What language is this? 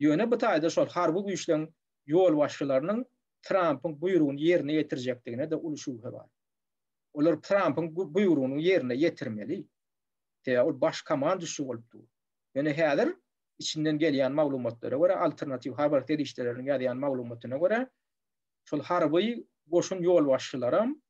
Turkmen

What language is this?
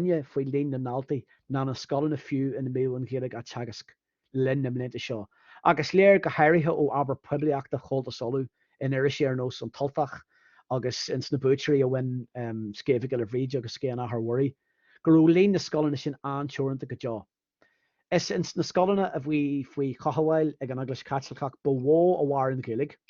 Irish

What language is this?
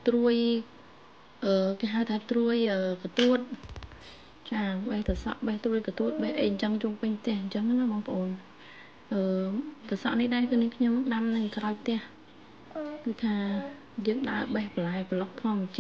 Khmer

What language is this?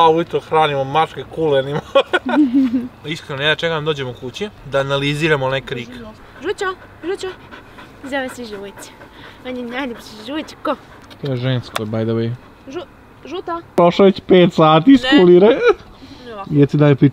Croatian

